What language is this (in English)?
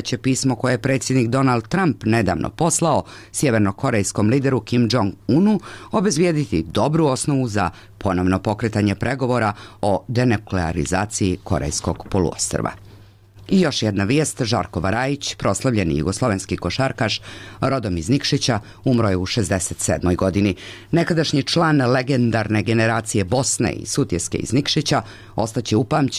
Serbian